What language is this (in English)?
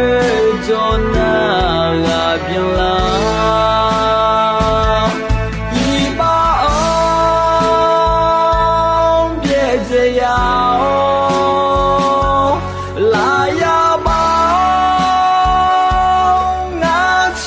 Akha